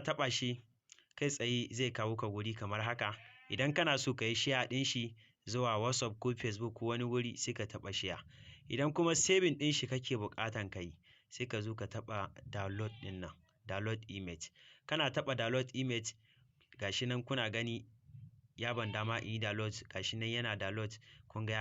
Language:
Hausa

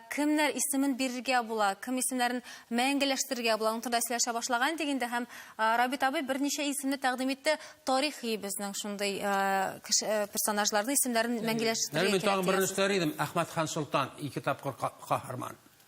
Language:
Tatar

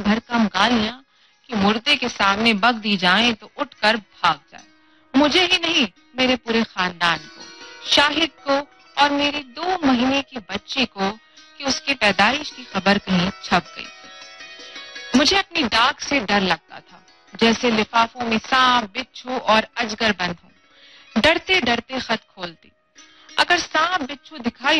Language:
Urdu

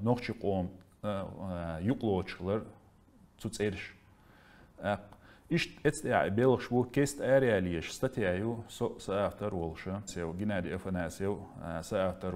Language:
Chechen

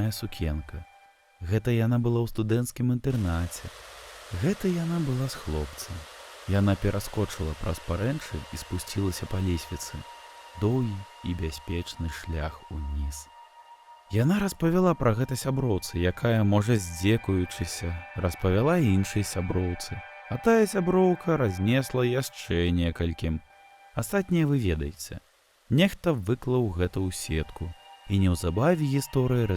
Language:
Belarusian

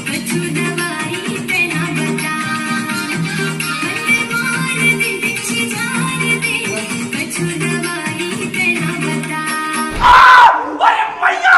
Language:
Chhattisgarhi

